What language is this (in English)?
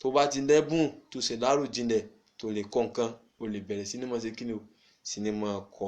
Yoruba